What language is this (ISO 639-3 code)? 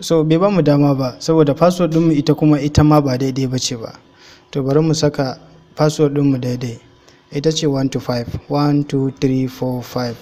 hau